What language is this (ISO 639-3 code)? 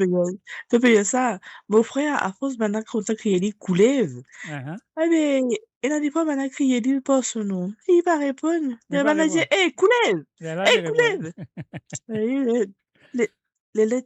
mfe